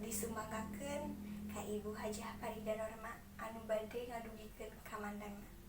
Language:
Sundanese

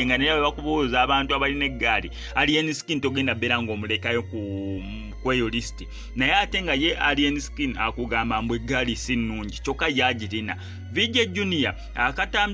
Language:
Ganda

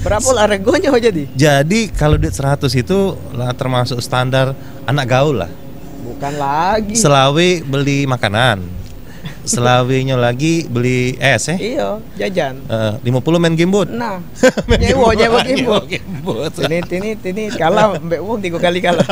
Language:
Musi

